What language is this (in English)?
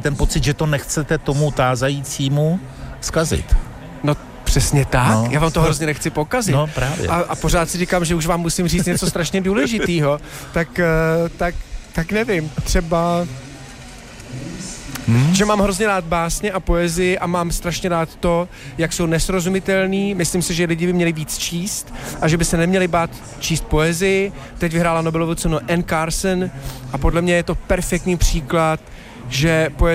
Czech